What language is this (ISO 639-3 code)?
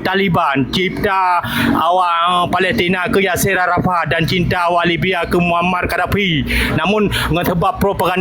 ace